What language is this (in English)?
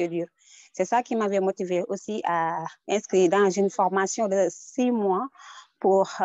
French